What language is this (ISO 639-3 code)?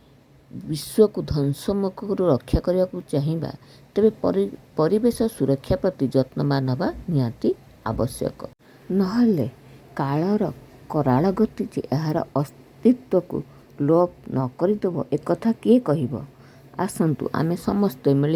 ori